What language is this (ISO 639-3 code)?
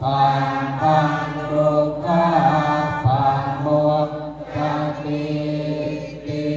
pli